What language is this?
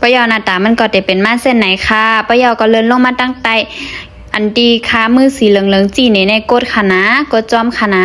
Shan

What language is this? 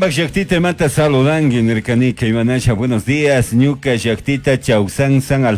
Chimborazo Highland Quichua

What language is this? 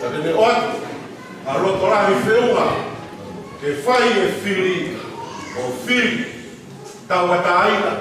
Tongan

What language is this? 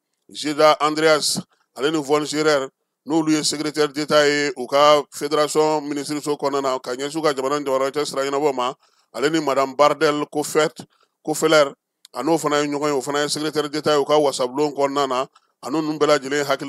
Bambara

